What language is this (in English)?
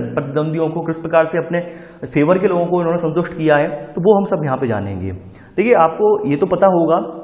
Hindi